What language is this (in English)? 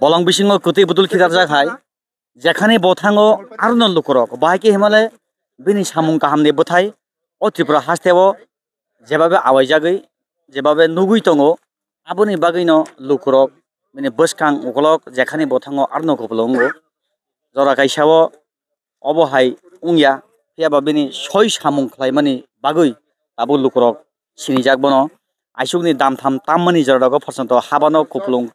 Kok Borok